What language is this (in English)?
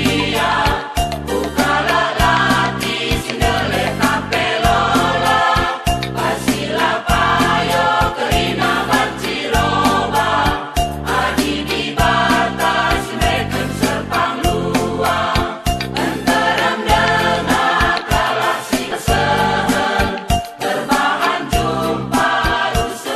Batak Karo